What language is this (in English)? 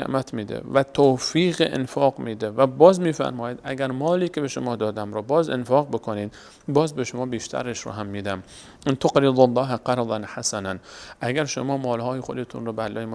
Persian